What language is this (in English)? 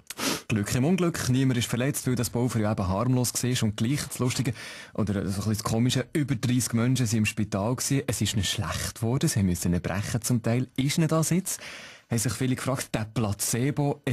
Swiss German